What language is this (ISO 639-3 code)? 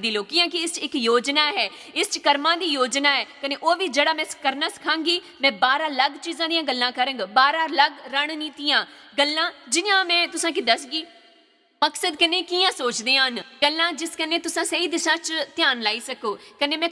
doi